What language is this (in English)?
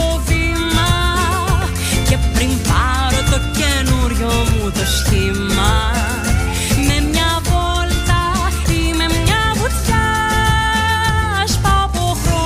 Greek